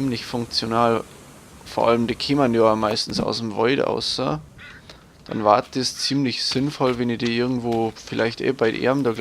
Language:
Bavarian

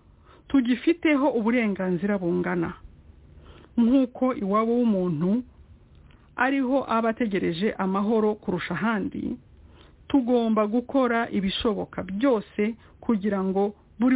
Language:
Kinyarwanda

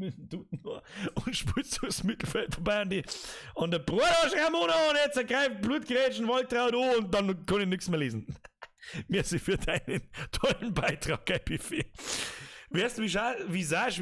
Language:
Bavarian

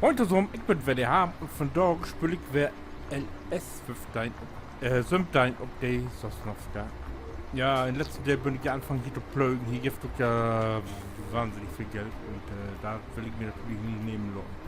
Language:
Low German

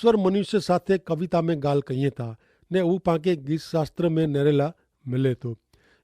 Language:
Kachhi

